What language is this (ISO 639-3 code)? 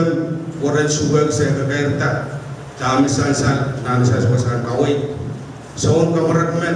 pon